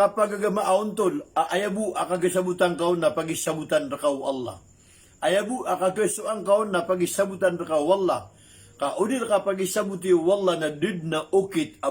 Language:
Maranao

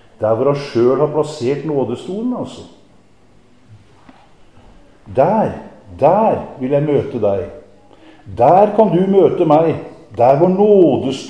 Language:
Norwegian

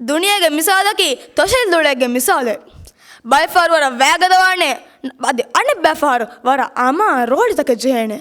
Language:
Divehi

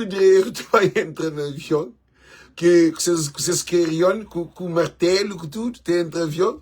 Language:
Kabuverdianu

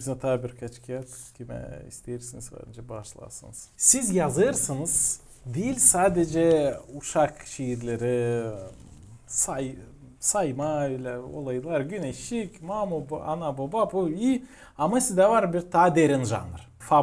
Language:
Gagauz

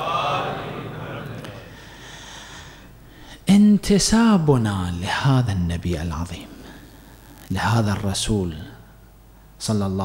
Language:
Arabic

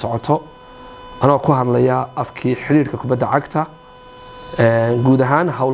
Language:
Somali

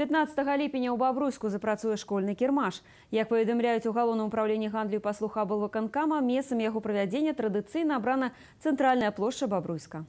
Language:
Belarusian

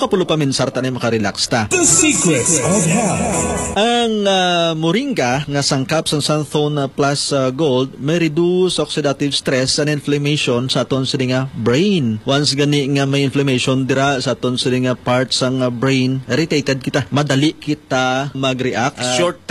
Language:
Hiligaynon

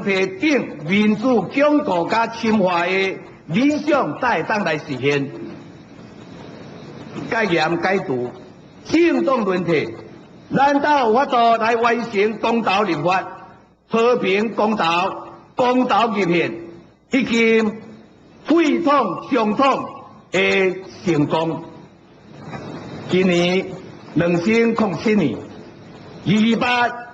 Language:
Min Nan Chinese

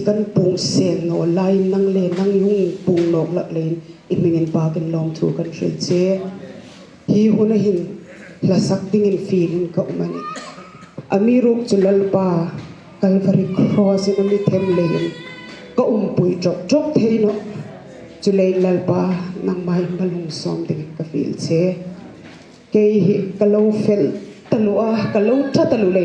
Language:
Hmar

